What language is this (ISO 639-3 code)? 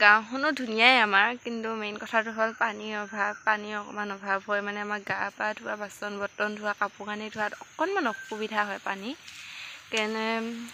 asm